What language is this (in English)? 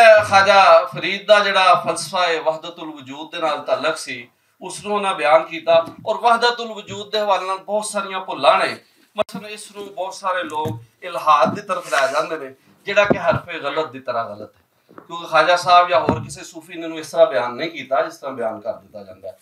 Western Panjabi